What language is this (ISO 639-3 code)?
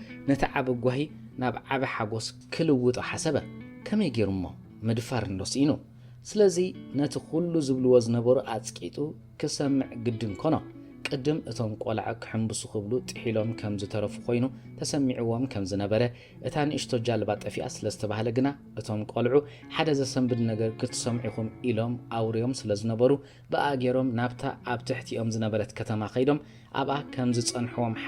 tir